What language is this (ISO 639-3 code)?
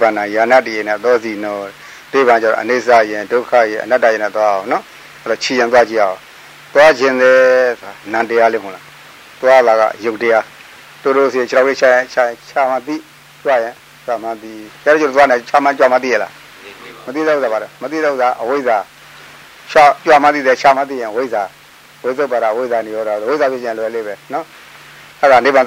mya